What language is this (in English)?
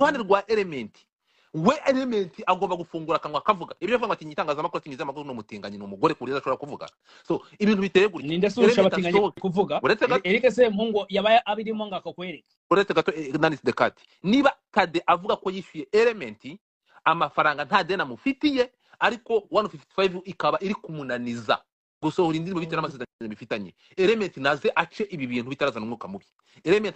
Kinyarwanda